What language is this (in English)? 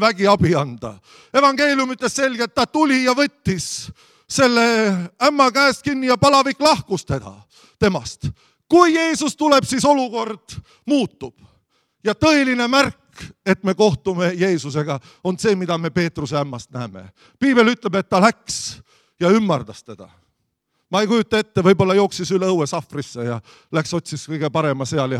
Estonian